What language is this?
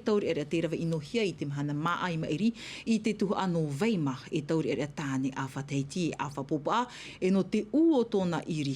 Tahitian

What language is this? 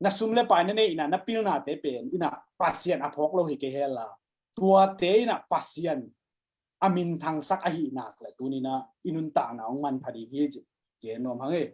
Tedim Chin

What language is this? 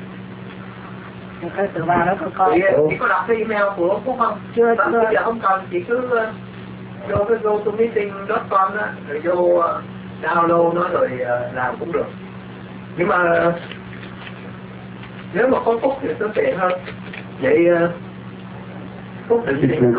Vietnamese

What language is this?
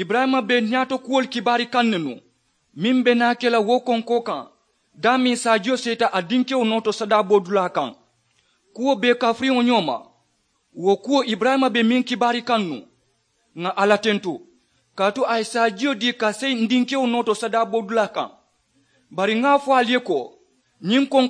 Mandingo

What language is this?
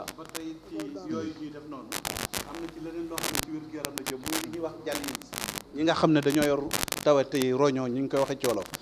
Wolof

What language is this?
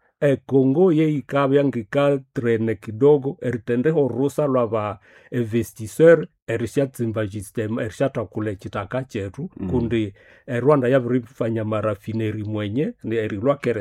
Nande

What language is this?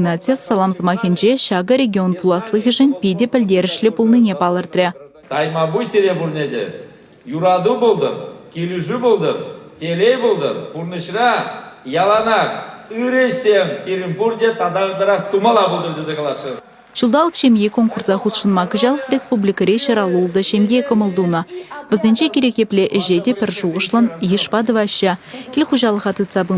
Chuvash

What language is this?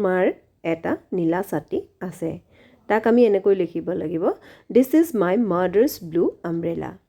Assamese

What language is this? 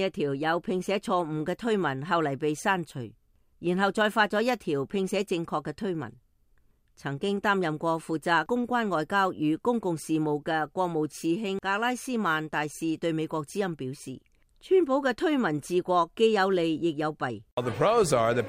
Cantonese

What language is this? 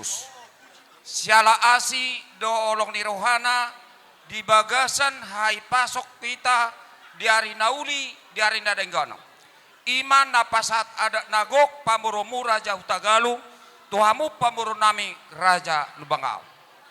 Batak Toba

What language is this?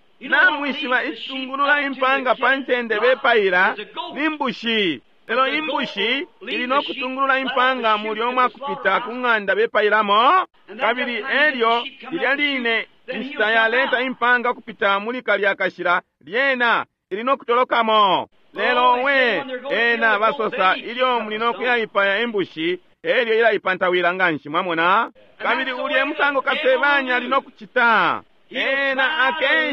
Bemba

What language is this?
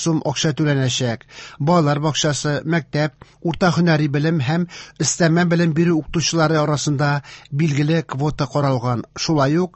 Tatar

